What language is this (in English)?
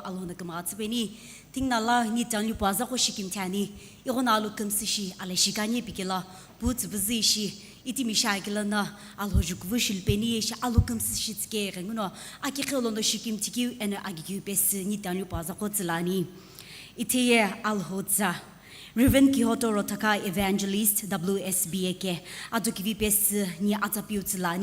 Sumi Naga